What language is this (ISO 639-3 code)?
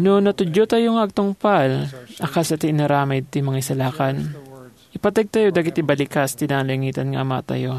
ilo